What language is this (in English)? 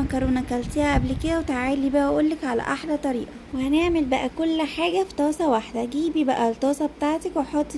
Egyptian Arabic